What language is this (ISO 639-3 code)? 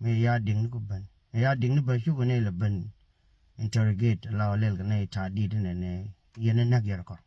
nus